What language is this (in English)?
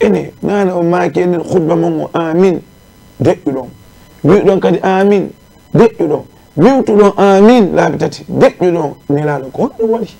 Fula